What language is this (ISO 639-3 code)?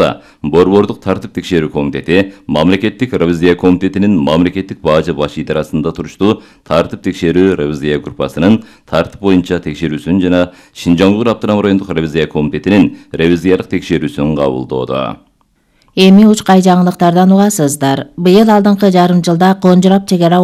kir